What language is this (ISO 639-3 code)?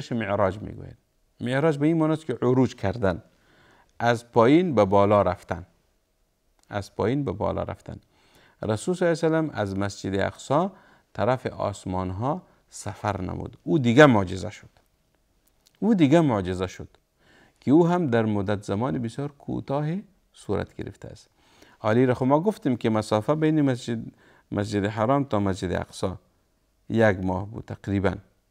fas